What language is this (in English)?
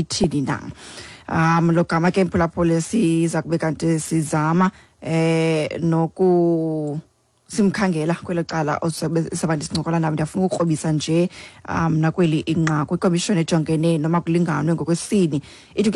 Xhosa